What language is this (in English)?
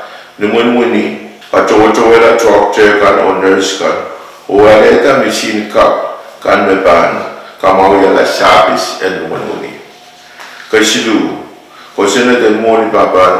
Pohnpeian